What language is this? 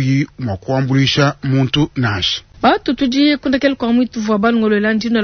Luba-Lulua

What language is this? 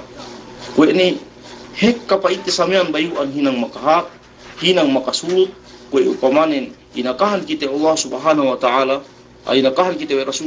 Yakan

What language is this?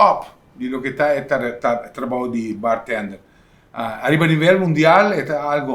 Papiamento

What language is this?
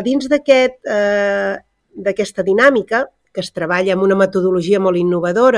Catalan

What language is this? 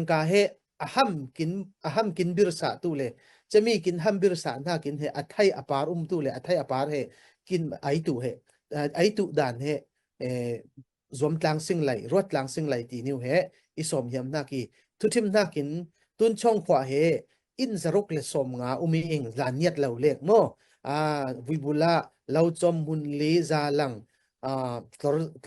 Falam Chin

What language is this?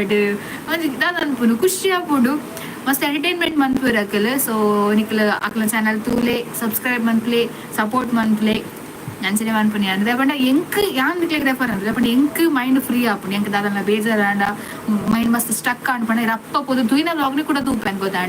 Tulu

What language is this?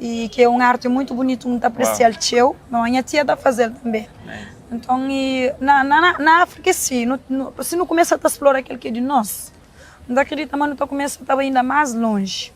Kabuverdianu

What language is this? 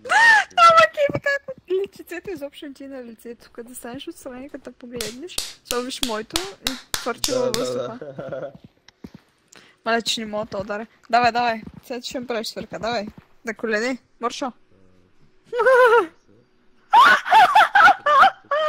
Bulgarian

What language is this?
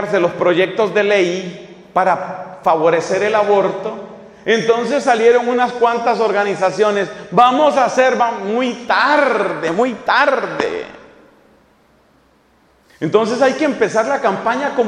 Spanish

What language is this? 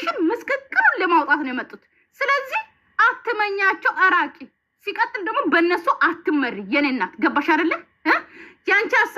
Amharic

